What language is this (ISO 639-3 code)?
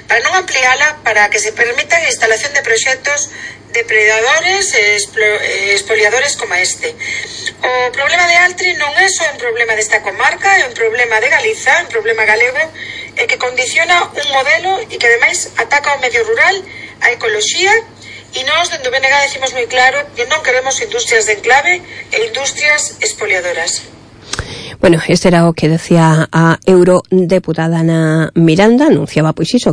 glg